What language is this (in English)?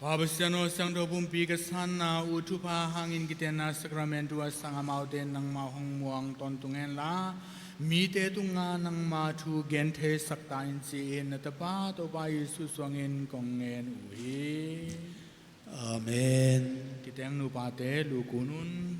Tedim Chin